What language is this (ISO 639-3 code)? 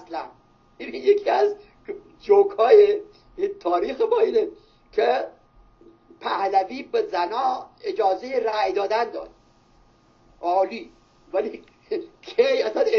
fas